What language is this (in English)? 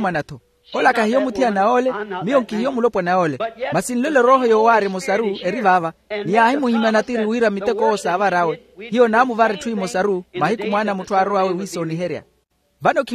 Makhuwa